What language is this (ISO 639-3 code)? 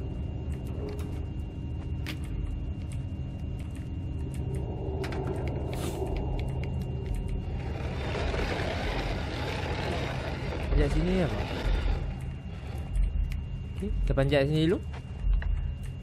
msa